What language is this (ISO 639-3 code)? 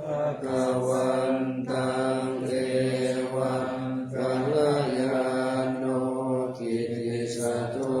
pli